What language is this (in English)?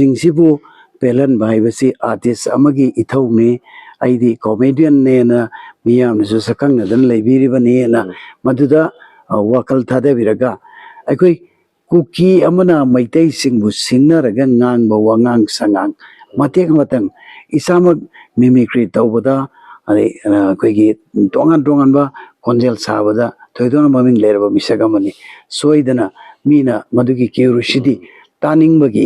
Manipuri